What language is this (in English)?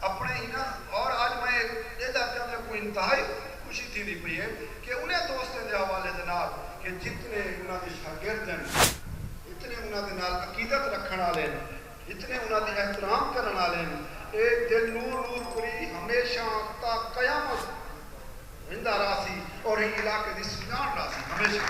Saraiki